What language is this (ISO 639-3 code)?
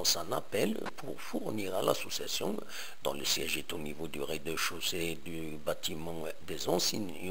kab